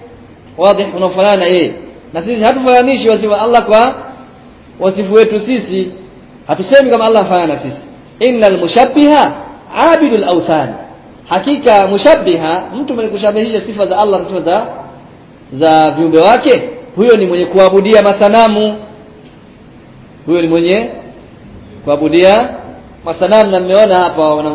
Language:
Swahili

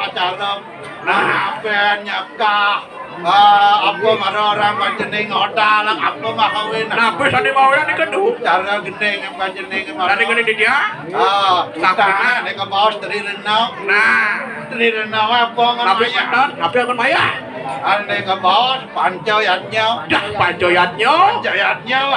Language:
Balinese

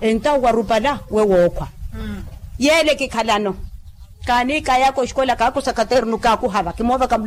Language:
Makhuwa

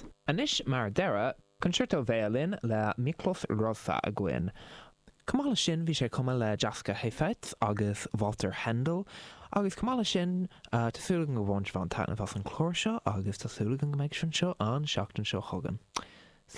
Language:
Irish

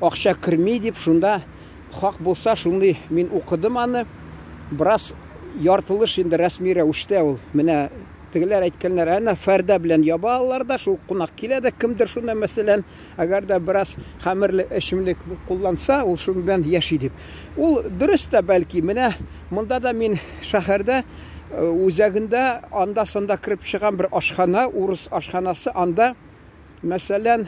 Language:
Tatar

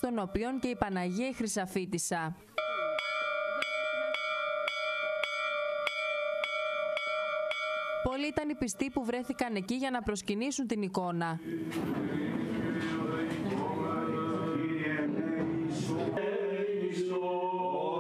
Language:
Greek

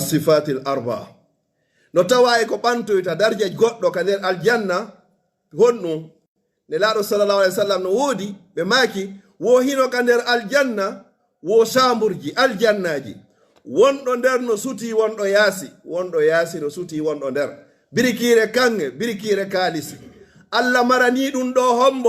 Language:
Pular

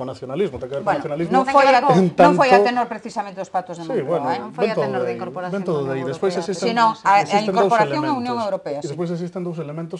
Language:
Galician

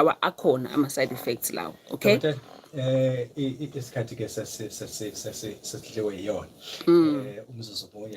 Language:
Zulu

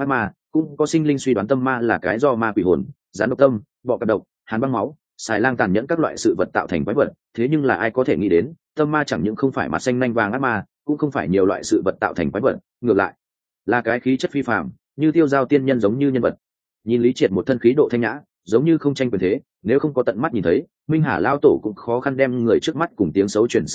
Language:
Vietnamese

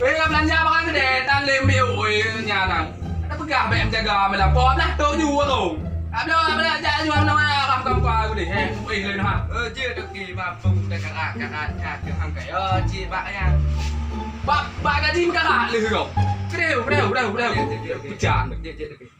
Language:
Achinese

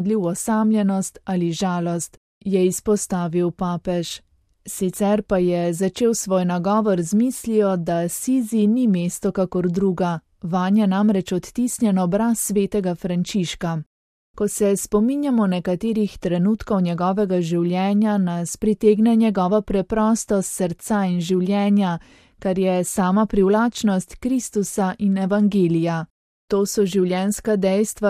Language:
Slovenian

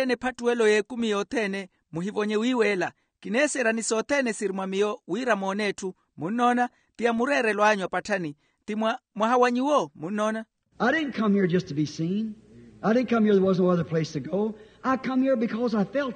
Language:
Makhuwa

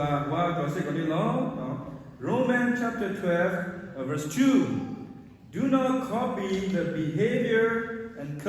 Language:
S'gaw Karen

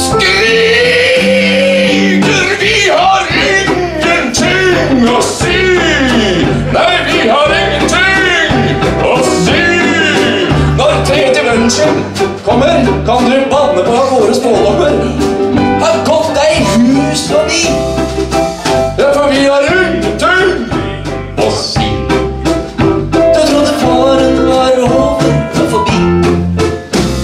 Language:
Norwegian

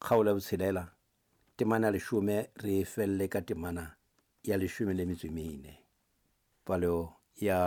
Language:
Southern Sotho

